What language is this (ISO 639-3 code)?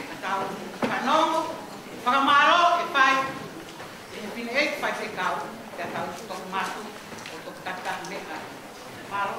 ton